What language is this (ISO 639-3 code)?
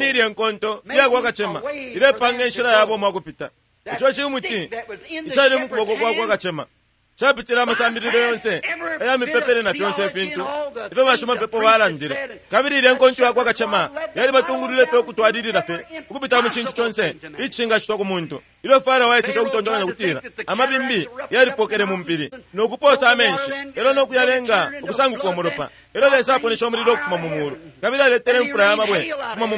bem